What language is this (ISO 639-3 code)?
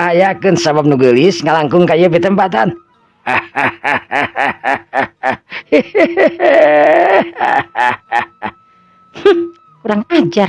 sun